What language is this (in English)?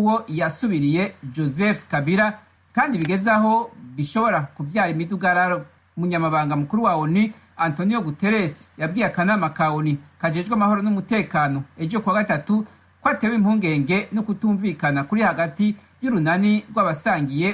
Rundi